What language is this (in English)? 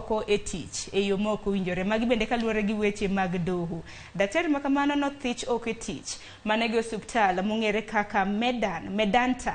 Luo (Kenya and Tanzania)